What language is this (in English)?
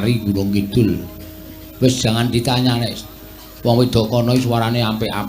Javanese